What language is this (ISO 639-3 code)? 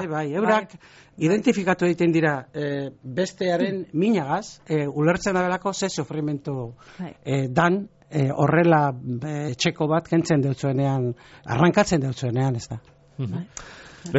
eus